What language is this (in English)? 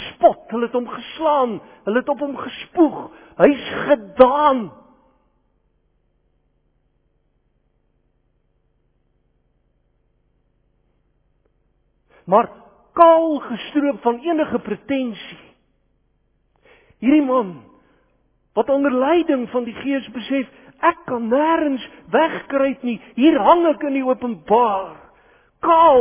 Afrikaans